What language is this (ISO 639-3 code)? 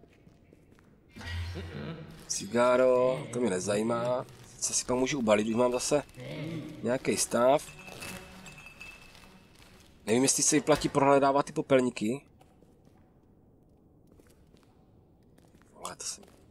ces